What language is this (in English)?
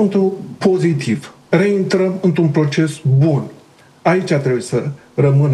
Romanian